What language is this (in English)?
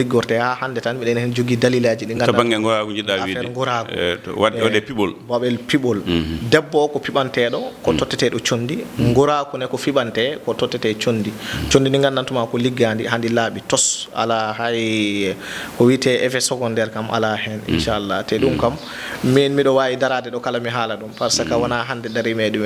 Fula